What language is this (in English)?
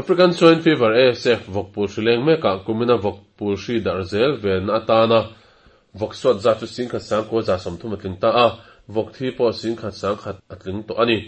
Mizo